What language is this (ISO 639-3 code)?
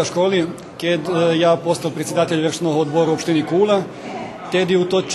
rue